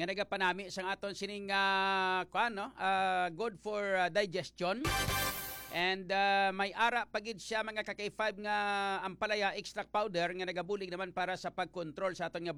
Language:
Hiligaynon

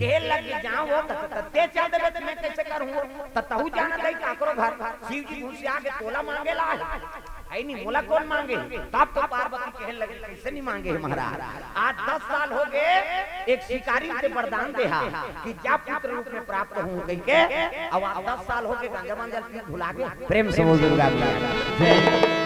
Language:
Chhattisgarhi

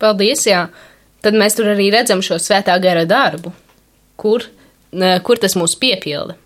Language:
Latvian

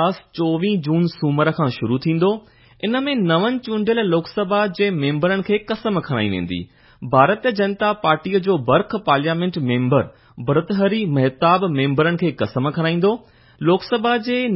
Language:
Sindhi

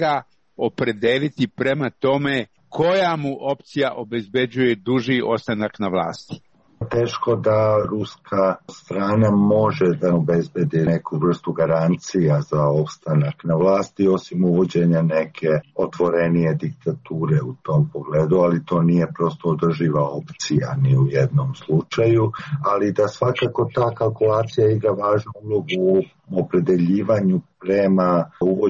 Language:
Serbian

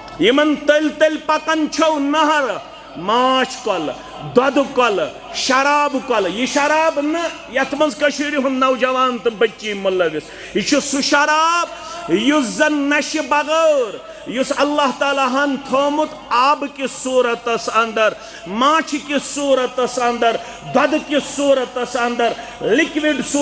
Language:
Kashmiri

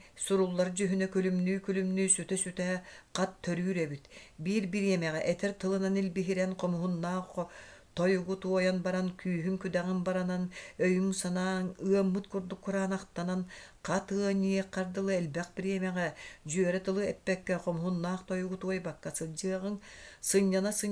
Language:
Yakut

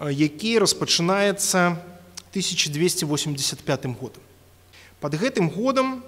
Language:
Belarusian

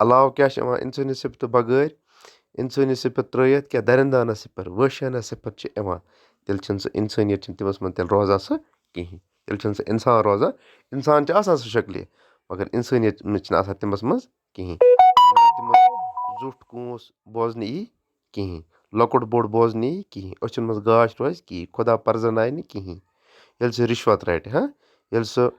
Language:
Kashmiri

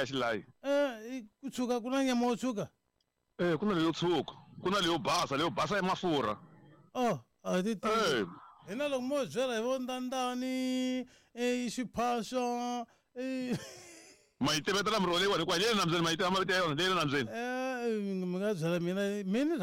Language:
Tsonga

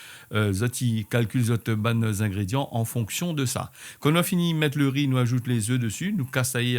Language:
Réunion Creole French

